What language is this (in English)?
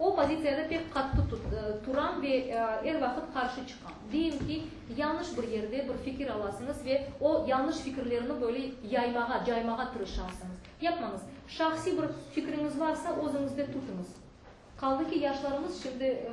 Crimean Tatar